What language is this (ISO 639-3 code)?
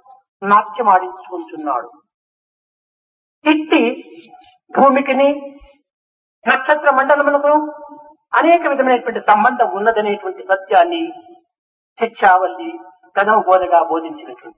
tel